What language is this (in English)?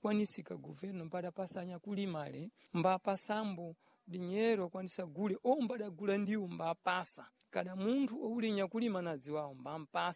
Sena